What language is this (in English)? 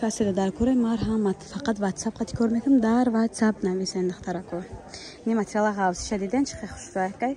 Tajik